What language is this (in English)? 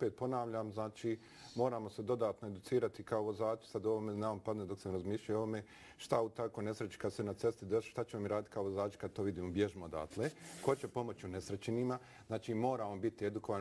Bosnian